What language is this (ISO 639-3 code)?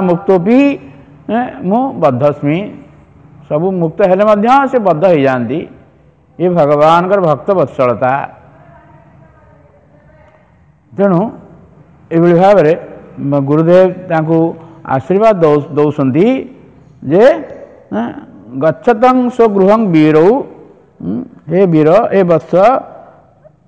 ori